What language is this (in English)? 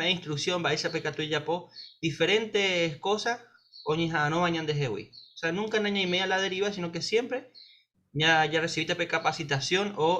Guarani